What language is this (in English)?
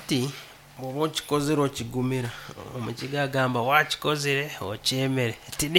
Nyankole